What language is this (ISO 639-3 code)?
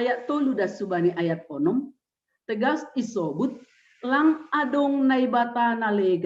bts